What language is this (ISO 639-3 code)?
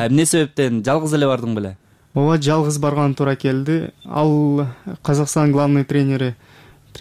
kir